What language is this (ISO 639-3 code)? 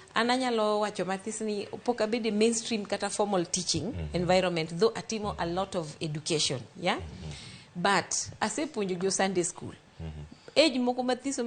luo